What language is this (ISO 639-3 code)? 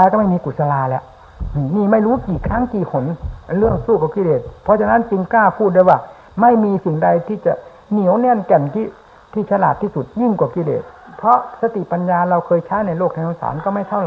tha